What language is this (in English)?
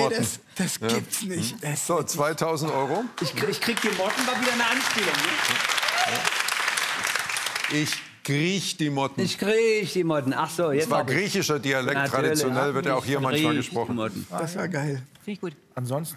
German